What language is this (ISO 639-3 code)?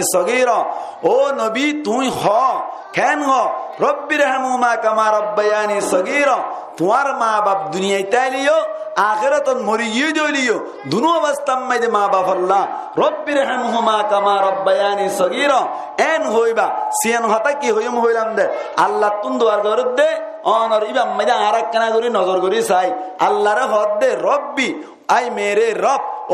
rhg